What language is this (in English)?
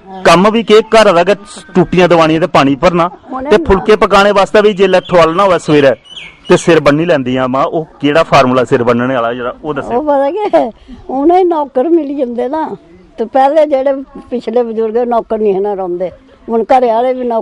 Dogri